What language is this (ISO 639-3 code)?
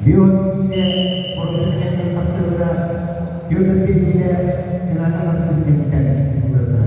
sah